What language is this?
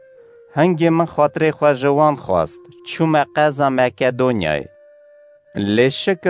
Kurdish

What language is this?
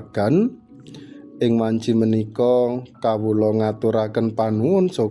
Javanese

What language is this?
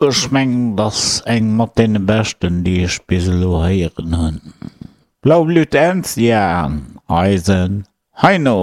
Luxembourgish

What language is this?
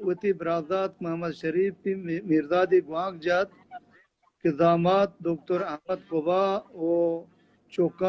Baluchi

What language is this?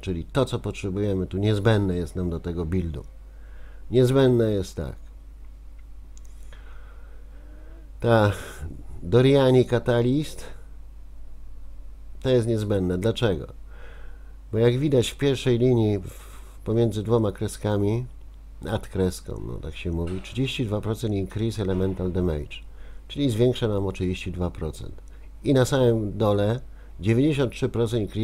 Polish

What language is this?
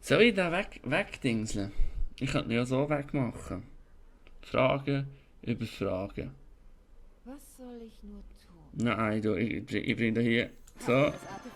Swiss German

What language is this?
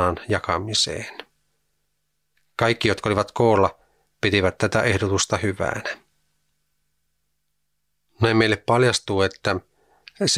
Finnish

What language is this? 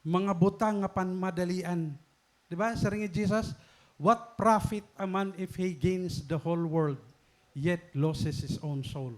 Waray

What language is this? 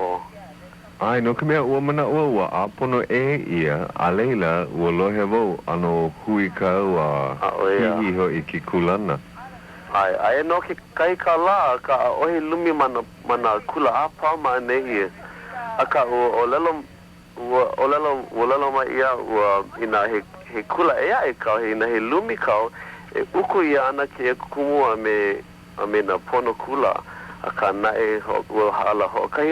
Hawaiian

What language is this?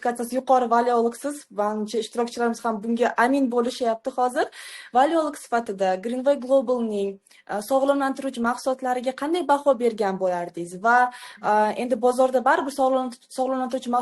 Uzbek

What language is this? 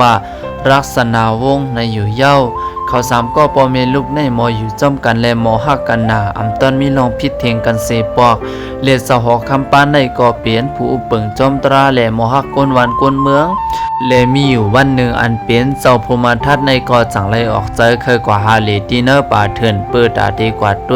Shan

